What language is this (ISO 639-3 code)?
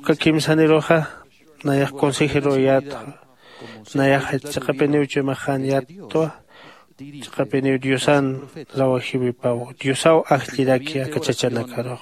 aym